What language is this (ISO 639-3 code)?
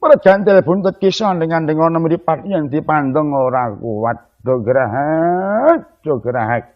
jav